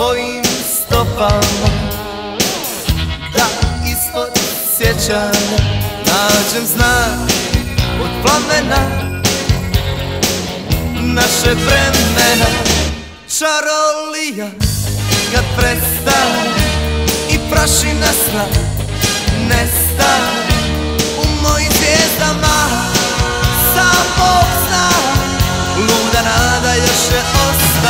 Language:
Croatian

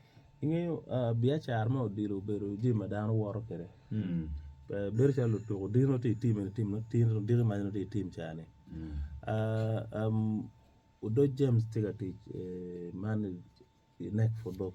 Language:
Acoli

